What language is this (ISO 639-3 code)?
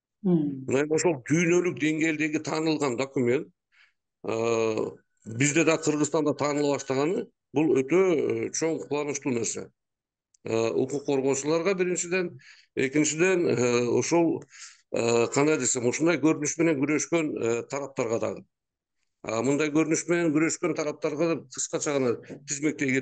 kir